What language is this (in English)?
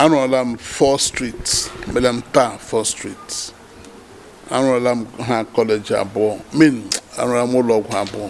Igbo